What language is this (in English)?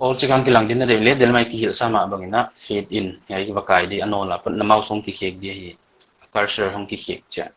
Paite Chin